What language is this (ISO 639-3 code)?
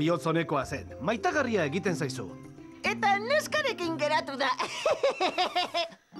eus